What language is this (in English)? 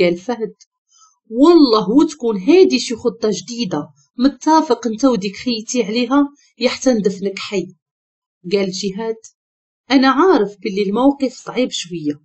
Moroccan Arabic